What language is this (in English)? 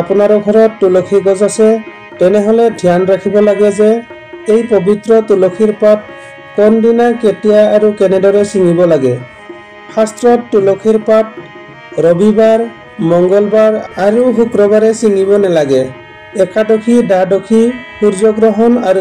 Assamese